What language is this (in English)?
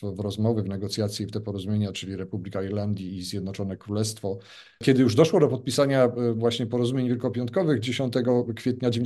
Polish